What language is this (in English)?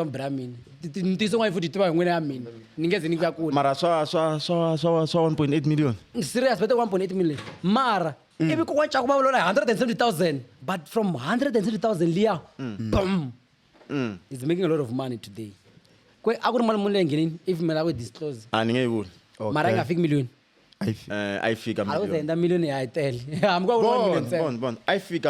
Tsonga